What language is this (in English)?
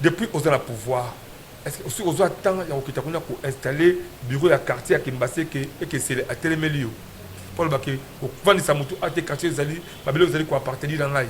Lingala